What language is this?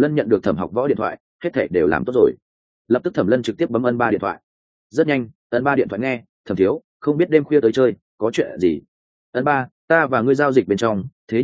Vietnamese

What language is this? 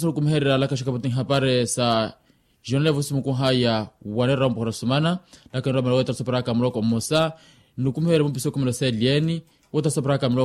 Makhuwa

